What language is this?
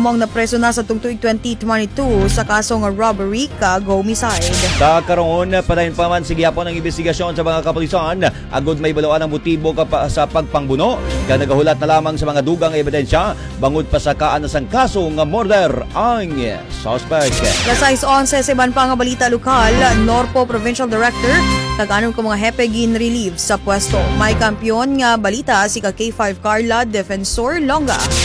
Hiligaynon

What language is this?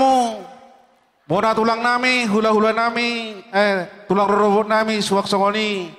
Batak Toba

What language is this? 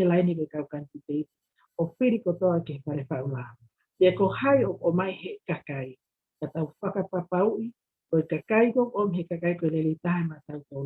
Tongan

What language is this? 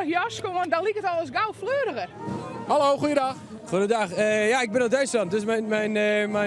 Western Frisian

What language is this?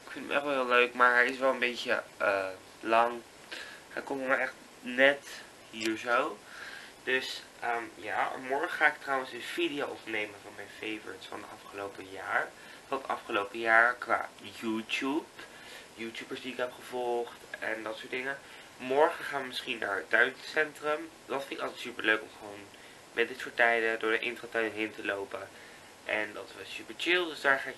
Dutch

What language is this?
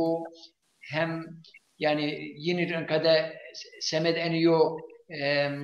Zaza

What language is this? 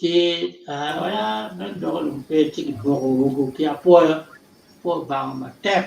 Acoli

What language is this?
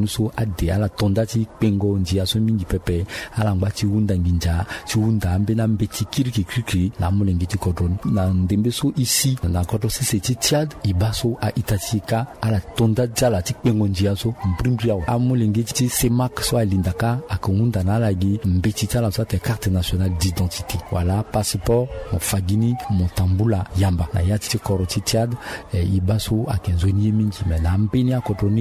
Sango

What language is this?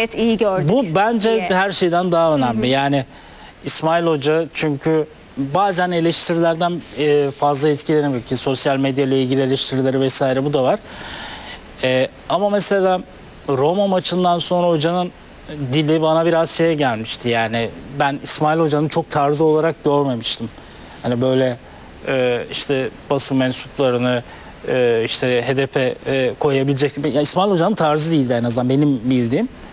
Turkish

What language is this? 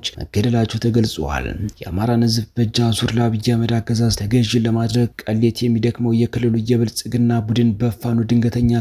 Amharic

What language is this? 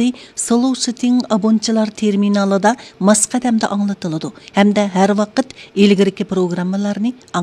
Uyghur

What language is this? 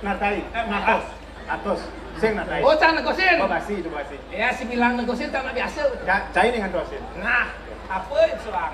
Balinese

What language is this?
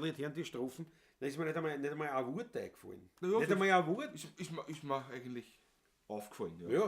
Bavarian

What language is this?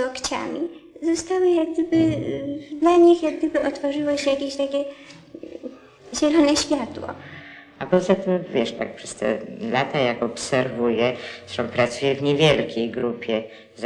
Polish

